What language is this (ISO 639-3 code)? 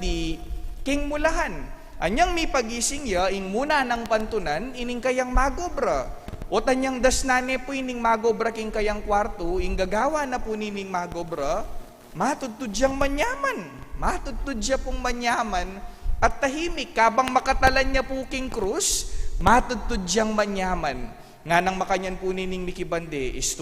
pam